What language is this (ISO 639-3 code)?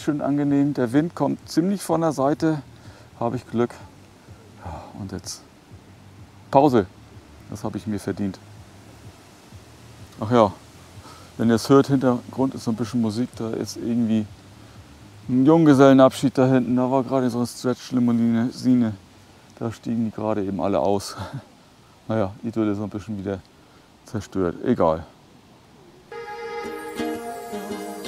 deu